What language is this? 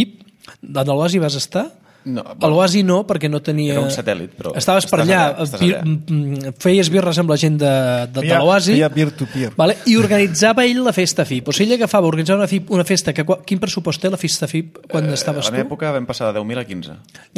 Catalan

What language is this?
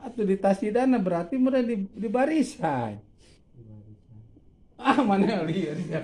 Sundanese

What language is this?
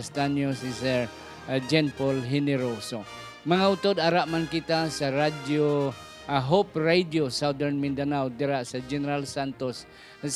Hiligaynon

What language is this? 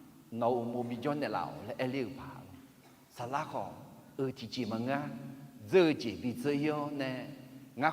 Akha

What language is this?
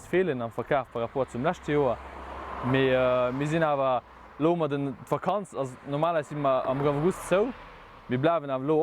Luxembourgish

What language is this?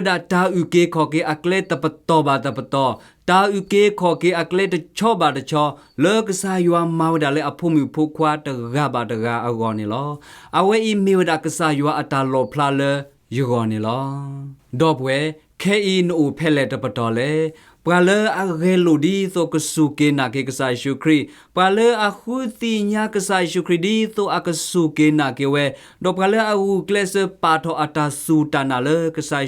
S'gaw Karen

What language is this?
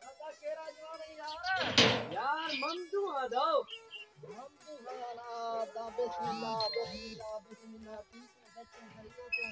Saraiki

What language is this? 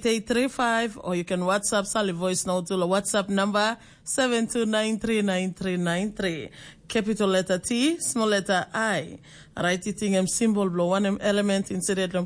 Tok Pisin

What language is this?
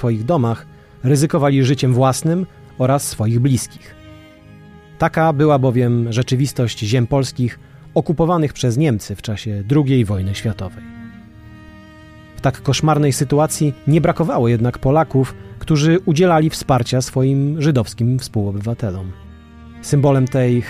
Polish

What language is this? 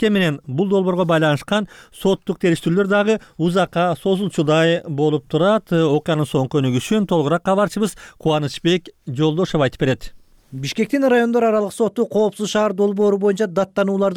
Kyrgyz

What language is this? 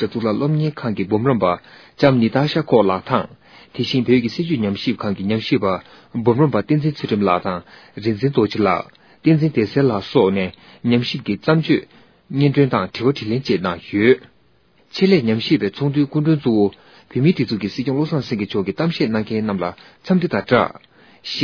Tibetan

